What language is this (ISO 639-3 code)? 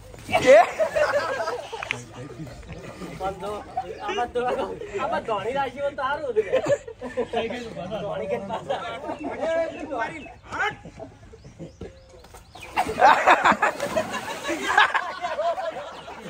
guj